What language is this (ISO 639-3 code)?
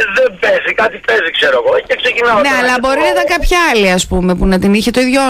ell